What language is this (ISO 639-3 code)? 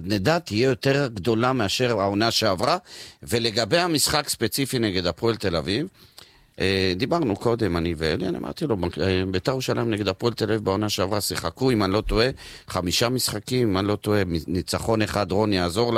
heb